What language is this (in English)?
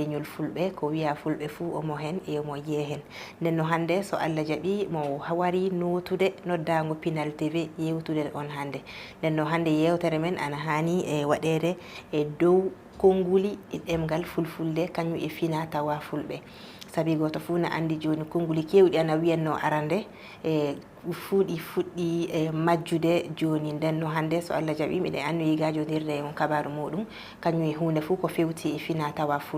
Fula